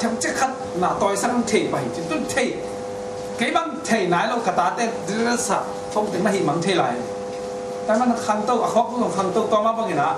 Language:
Tedim Chin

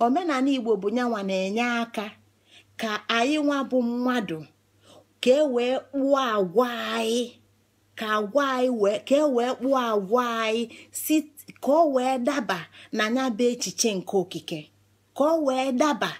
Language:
Igbo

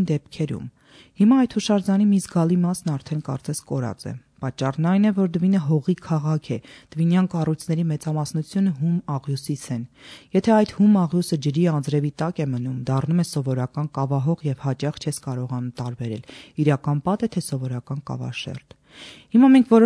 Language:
Armenian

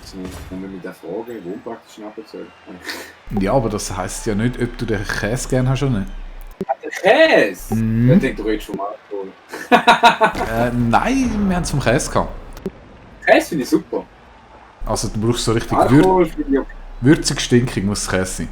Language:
Swiss German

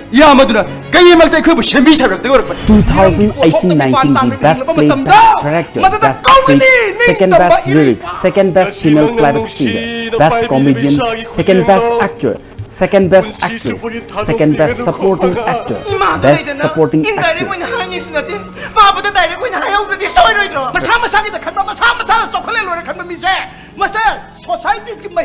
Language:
Manipuri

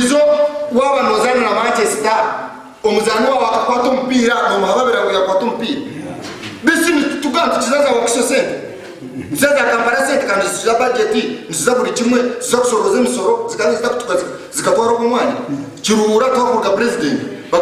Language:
Nyankole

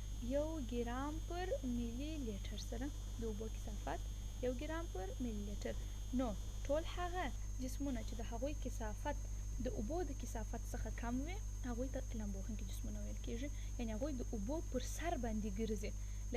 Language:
Pashto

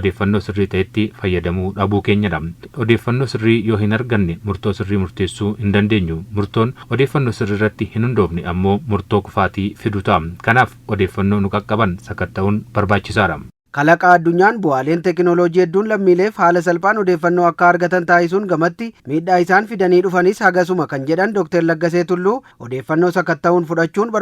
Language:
Oromo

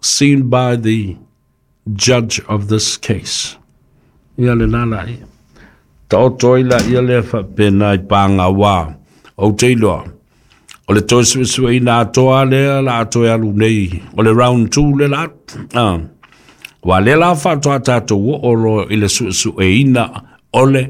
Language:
Samoan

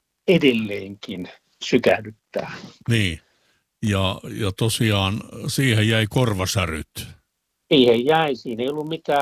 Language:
Finnish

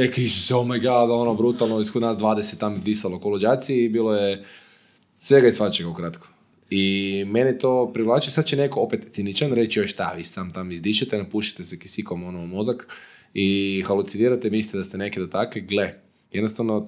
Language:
Croatian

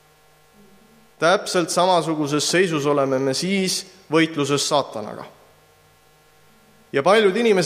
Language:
Estonian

